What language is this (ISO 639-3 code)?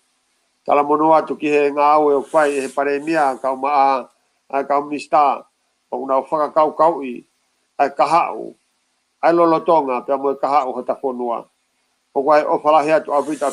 ton